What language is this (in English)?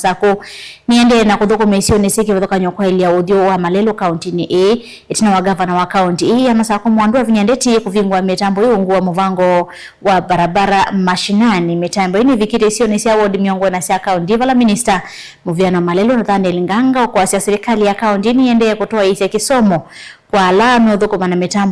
Kamba